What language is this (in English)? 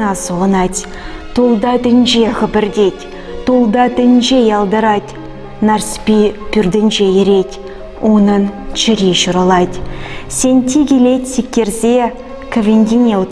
Chuvash